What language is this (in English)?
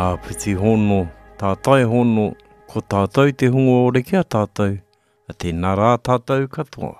Māori